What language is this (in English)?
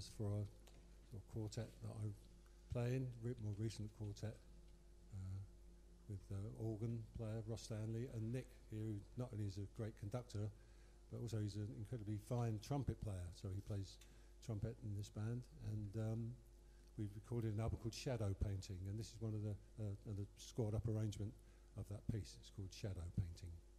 English